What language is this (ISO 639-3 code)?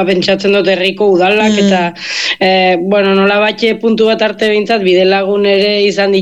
eus